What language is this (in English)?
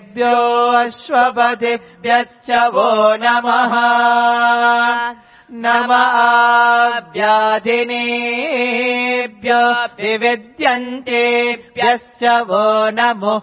Sanskrit